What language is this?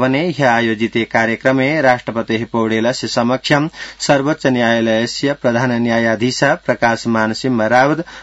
Sanskrit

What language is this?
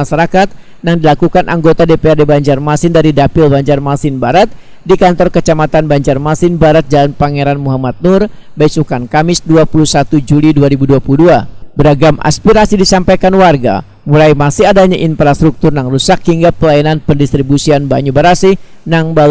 Banjar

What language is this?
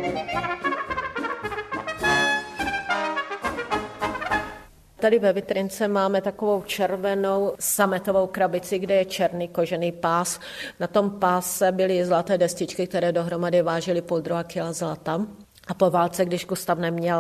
Czech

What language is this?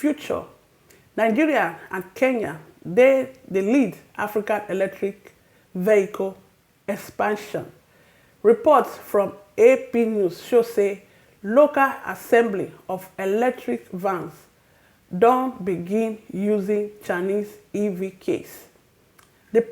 Nigerian Pidgin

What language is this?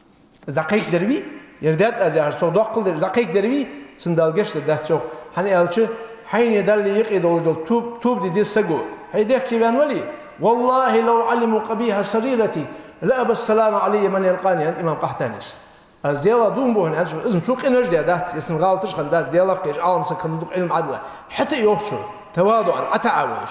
Ingush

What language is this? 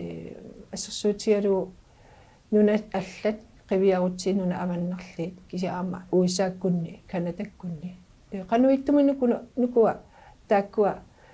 Kalaallisut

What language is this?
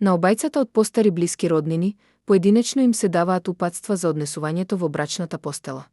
Macedonian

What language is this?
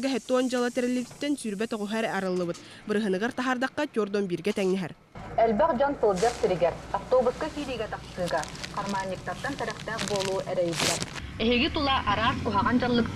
Yakut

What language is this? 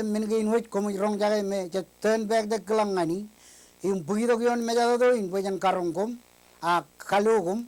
Marshallese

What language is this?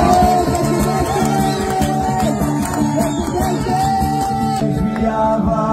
Hebrew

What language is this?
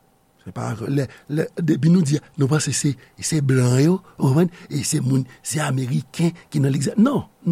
Haitian Creole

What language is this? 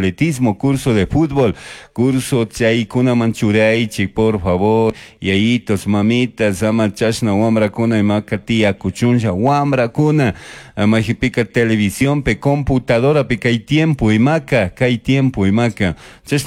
Chimborazo Highland Quichua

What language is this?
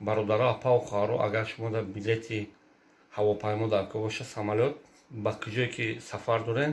Tajik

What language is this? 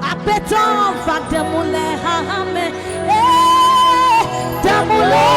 Adangme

